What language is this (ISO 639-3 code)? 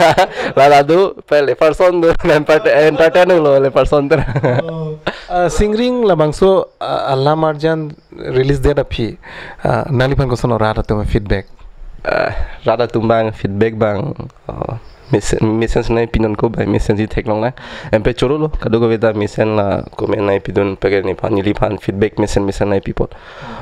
mjw